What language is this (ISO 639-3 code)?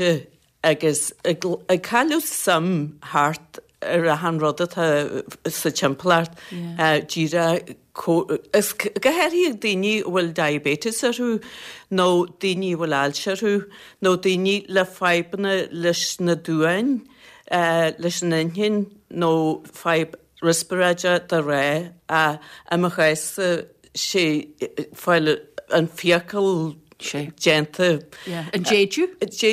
gle